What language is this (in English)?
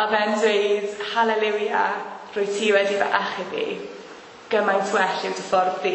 Welsh